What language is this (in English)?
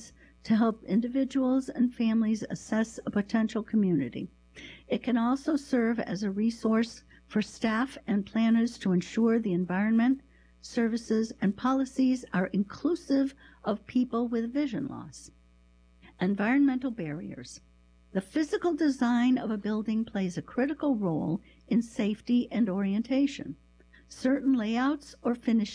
English